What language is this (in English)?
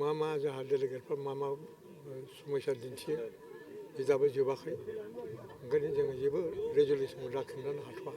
Bodo